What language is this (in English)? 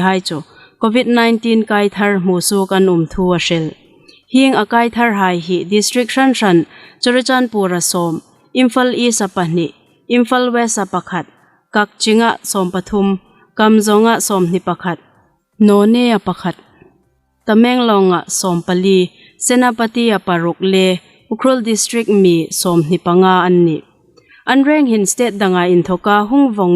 Hmar